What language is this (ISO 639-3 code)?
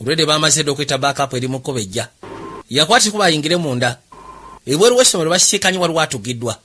lug